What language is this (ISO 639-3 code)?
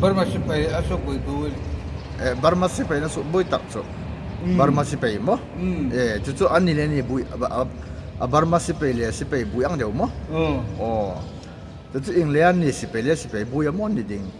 hmr